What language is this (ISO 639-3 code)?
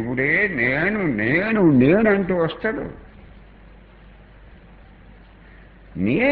tel